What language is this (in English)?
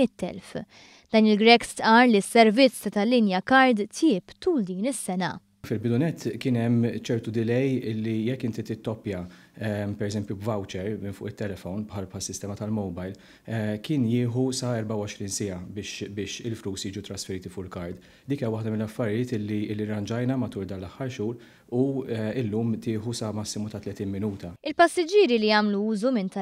Maltese